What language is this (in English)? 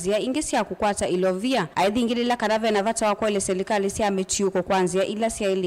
Kamba